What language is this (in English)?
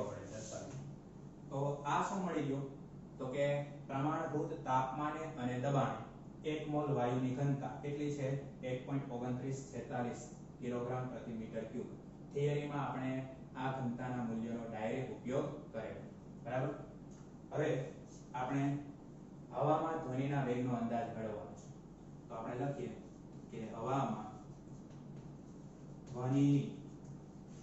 Gujarati